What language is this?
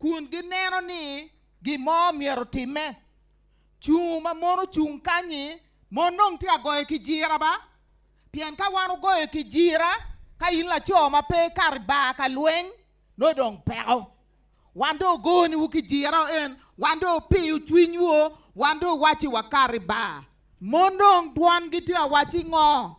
Acoli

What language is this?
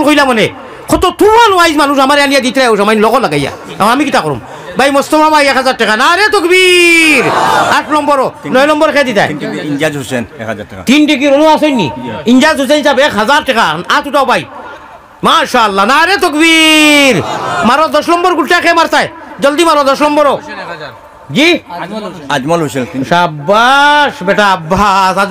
Sylheti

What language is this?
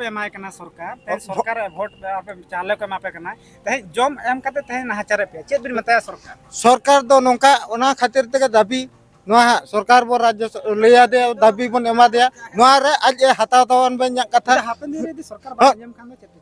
Santali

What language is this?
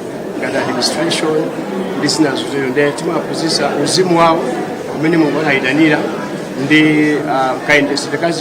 Nyanja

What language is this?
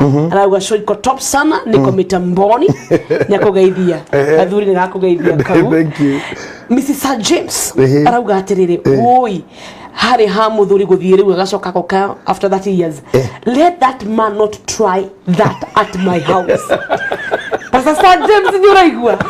Kikuyu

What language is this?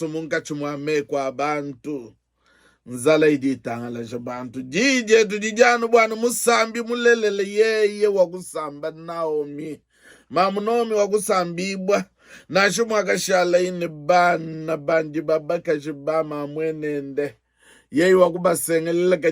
Luba-Lulua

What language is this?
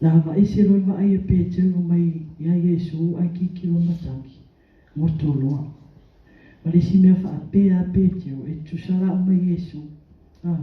Samoan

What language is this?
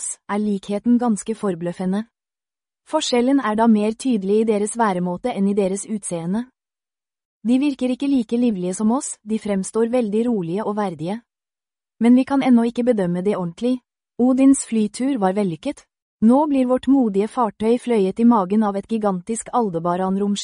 Norwegian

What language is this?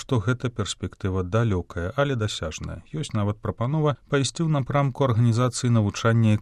Belarusian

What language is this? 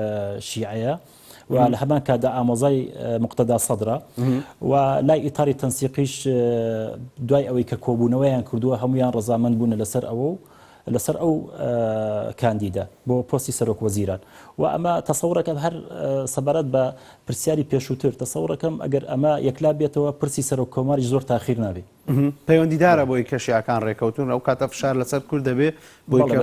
Central Kurdish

